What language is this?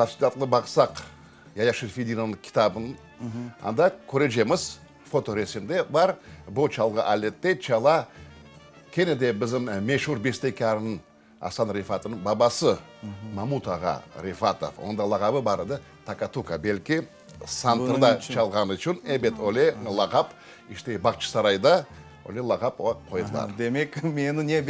Crimean Tatar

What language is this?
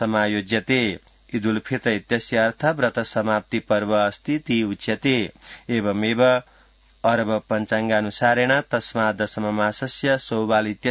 Sanskrit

